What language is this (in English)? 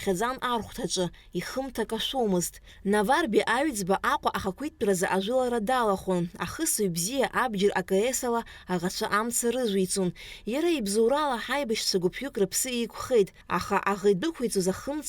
Abkhazian